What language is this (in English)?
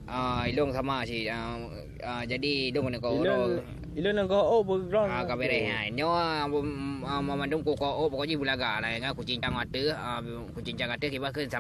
Achinese